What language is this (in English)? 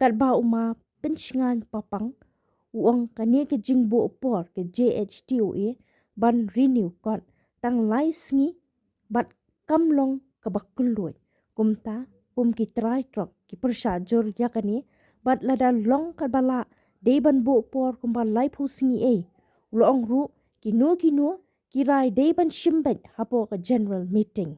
Khasi